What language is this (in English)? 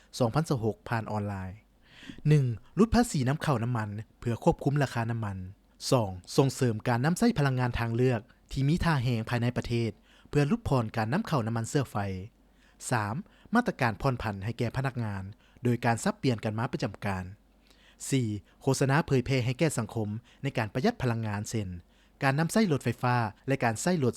Lao